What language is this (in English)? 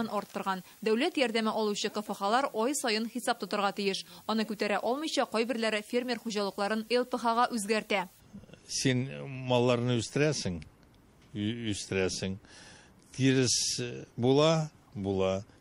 Tatar